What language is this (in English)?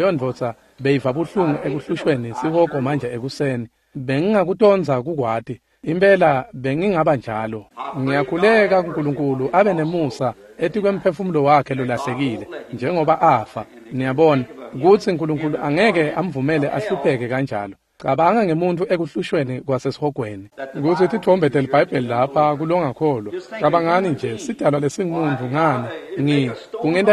Swati